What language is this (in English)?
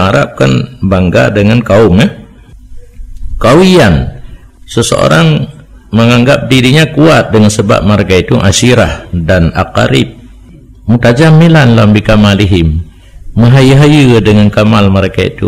Malay